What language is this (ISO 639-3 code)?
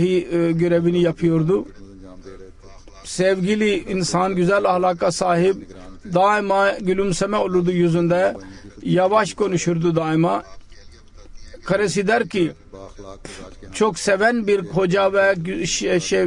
tur